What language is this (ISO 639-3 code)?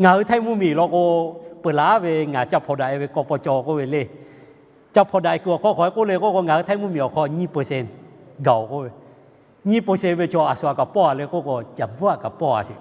lhu